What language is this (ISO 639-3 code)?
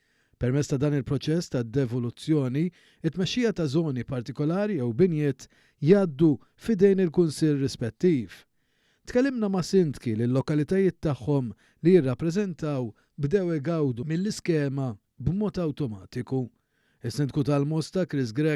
mlt